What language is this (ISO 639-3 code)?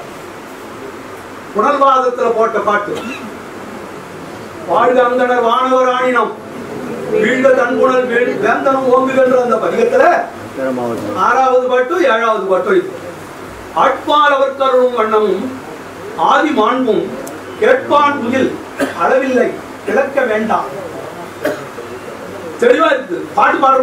tam